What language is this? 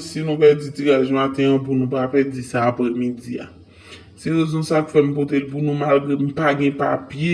Haitian Creole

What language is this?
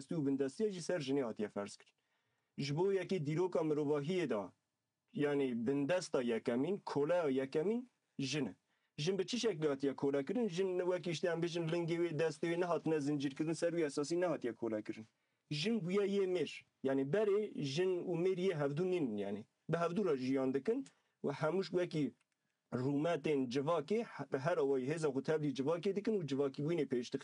Kurdish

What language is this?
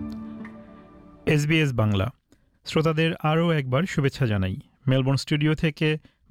Bangla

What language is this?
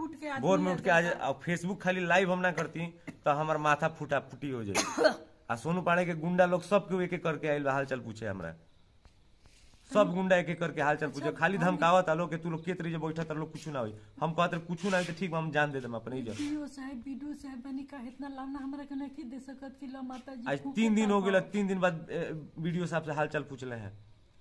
Bhojpuri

